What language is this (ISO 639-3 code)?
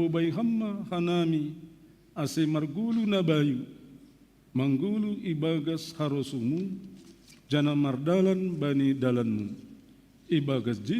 bts